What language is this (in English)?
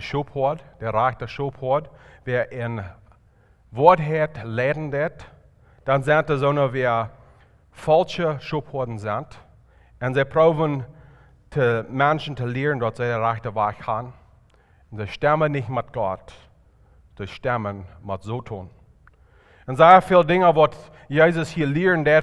Plautdietsch